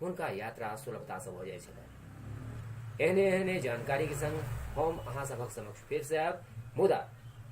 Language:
Maithili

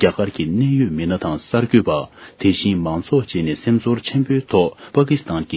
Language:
Tibetan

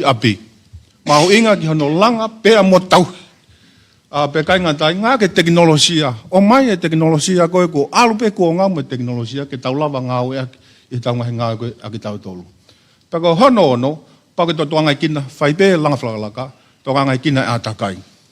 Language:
Tongan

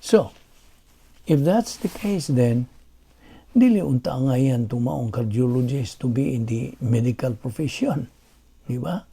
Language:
Cebuano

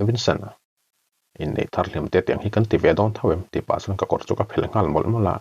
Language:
Mizo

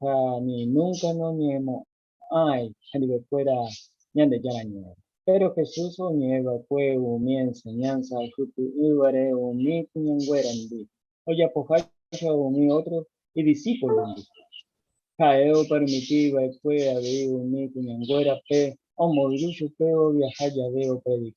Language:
Guarani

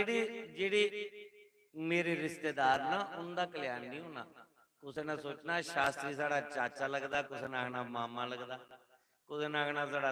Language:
Dogri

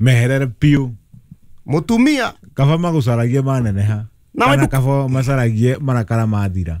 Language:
Kikuyu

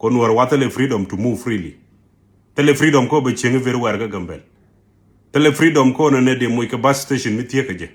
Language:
Nuer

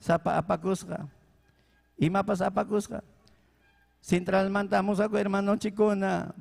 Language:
Ayacucho Quechua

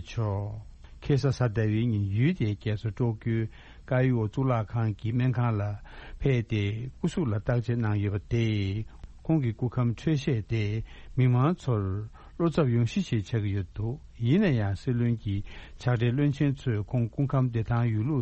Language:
Tibetan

